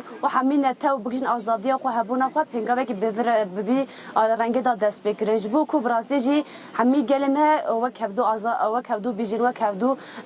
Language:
Kurdish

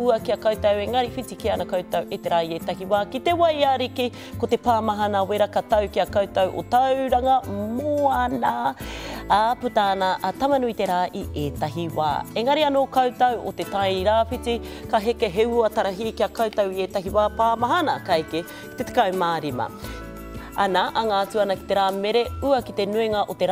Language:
Māori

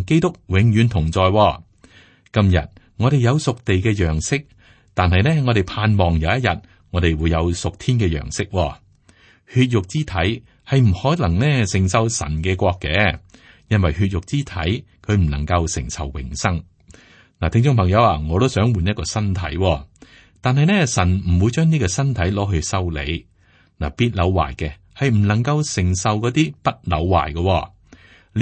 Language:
Cantonese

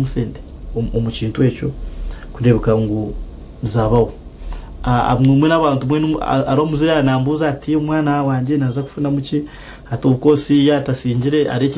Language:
Nyankole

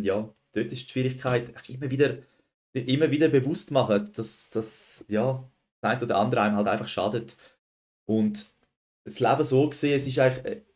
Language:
Swiss German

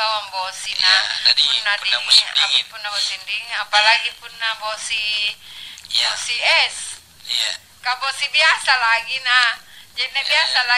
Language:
Makasar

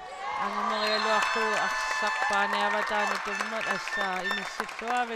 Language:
Kalaallisut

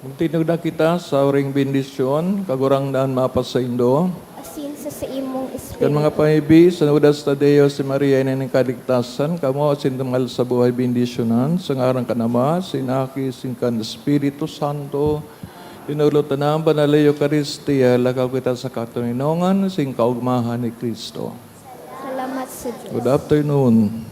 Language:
Bikol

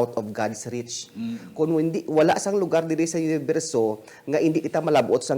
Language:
Hiligaynon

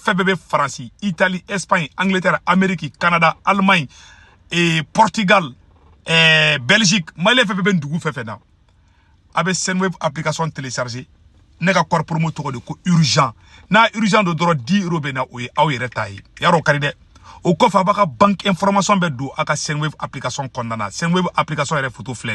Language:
Bambara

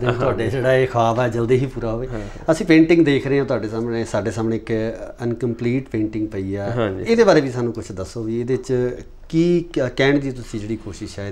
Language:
Punjabi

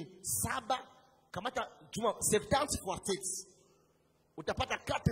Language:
Swahili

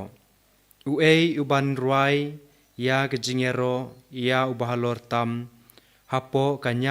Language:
Khasi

